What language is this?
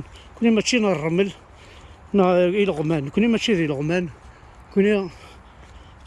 Kabyle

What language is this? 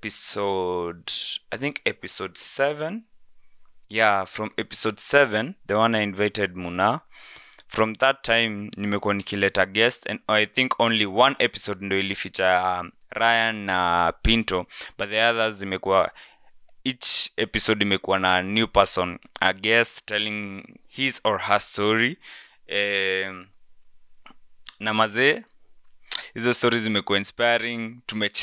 Swahili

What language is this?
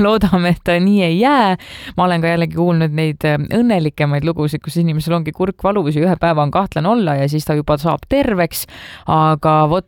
Estonian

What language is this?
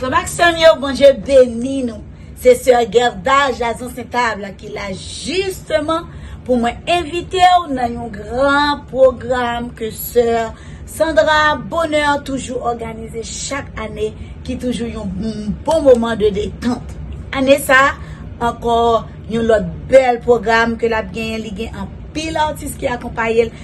Haitian Creole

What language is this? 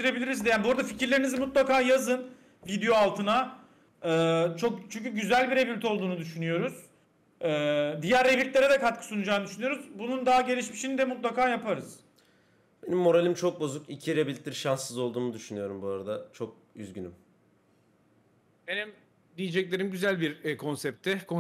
Turkish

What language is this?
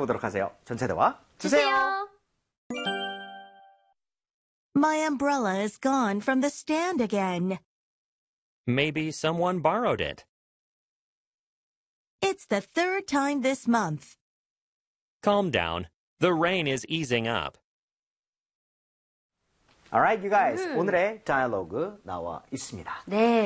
Korean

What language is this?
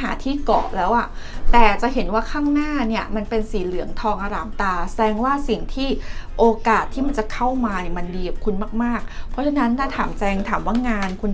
Thai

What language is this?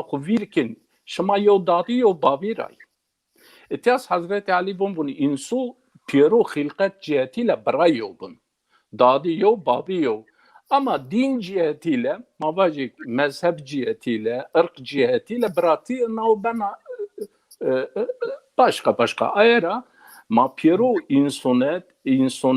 Zaza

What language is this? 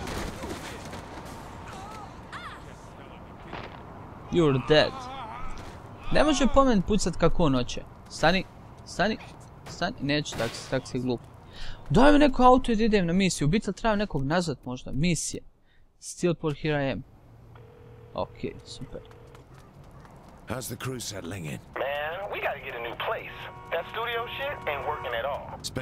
Croatian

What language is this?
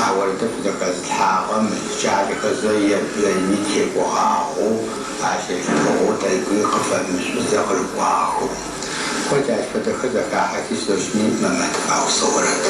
Adyghe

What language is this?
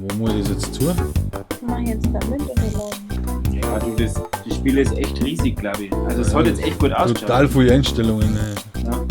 Bavarian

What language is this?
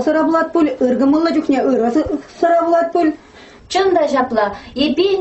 Chuvash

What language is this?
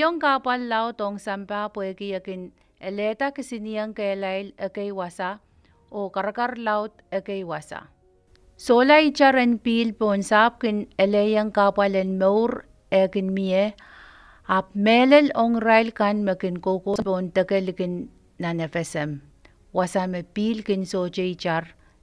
Pohnpeian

